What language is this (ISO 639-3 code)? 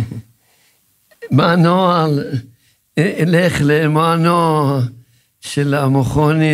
heb